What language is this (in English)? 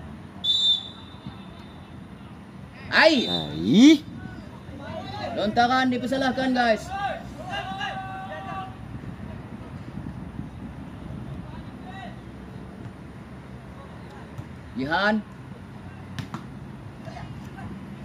Malay